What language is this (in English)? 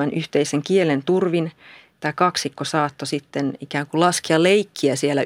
Finnish